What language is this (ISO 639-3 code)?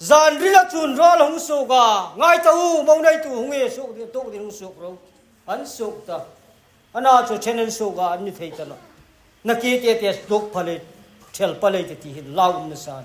hmr